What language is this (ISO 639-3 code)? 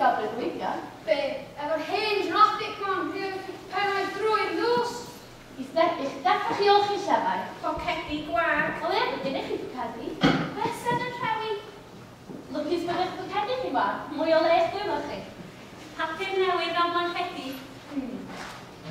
cym